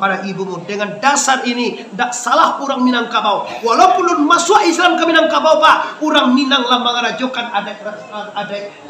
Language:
Minangkabau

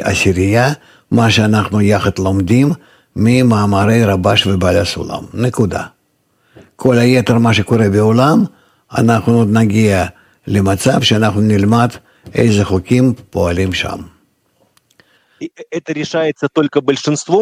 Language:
Hebrew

